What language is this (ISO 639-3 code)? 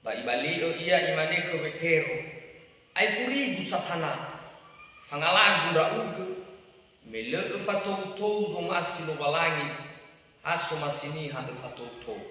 nia